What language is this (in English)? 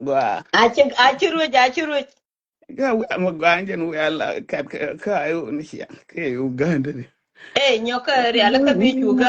Nuer